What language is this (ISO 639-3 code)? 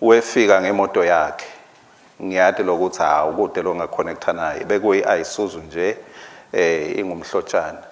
ssw